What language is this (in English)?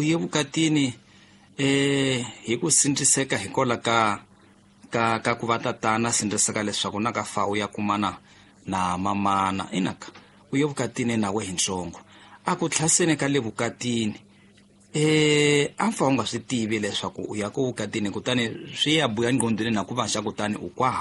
Tsonga